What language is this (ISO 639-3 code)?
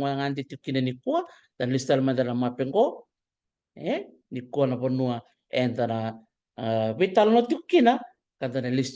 fij